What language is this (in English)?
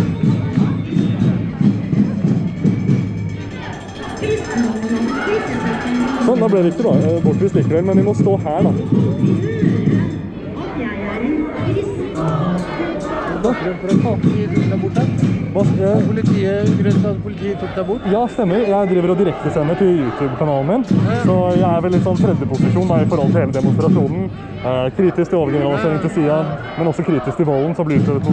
Norwegian